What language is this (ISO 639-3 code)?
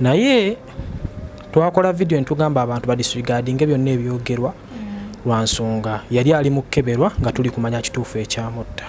lug